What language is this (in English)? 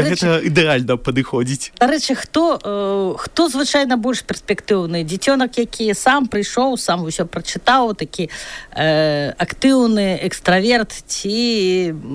Belarusian